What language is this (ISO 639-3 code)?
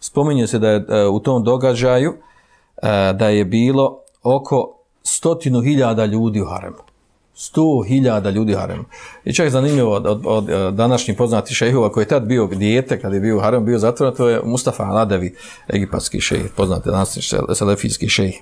bos